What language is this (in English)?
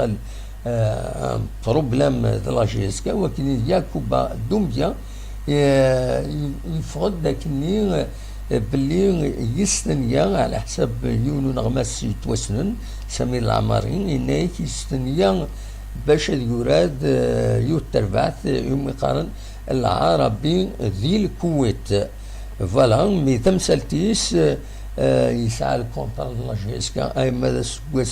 Kabyle